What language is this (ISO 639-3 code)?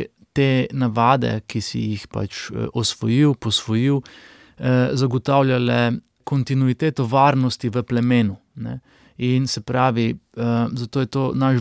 slv